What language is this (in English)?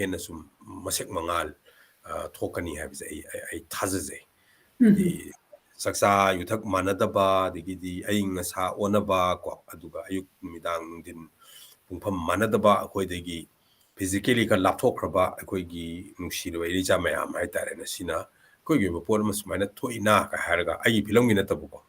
Manipuri